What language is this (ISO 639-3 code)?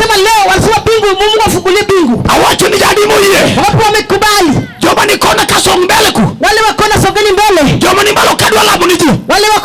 luo